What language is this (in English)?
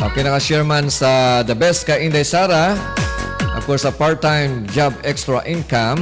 Hiligaynon